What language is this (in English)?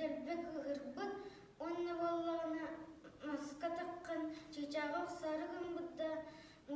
Yakut